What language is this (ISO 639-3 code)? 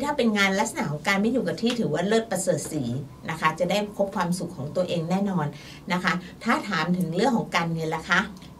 tha